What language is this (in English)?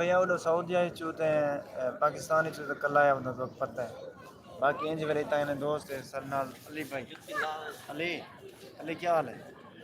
Saraiki